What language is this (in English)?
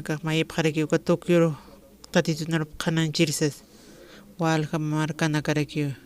Aymara